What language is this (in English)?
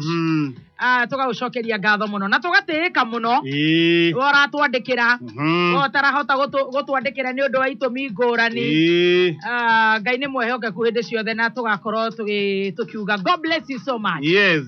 Kikuyu